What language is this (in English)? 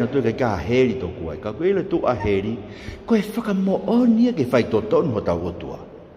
Tongan